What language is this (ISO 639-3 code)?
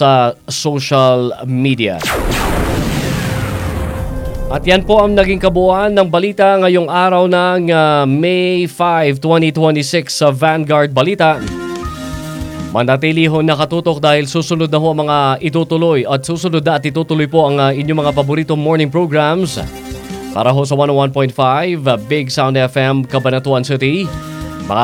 fil